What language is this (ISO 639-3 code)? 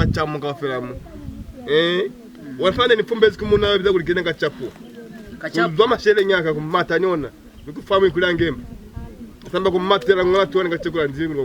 loz